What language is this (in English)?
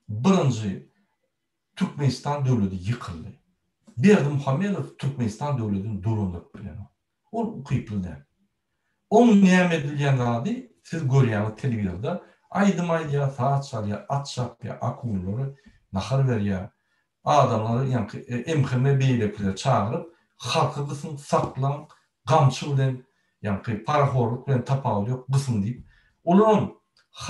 Turkmen